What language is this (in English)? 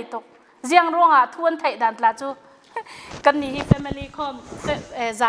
Falam Chin